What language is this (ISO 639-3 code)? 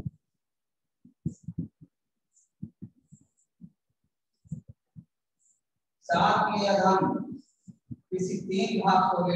hin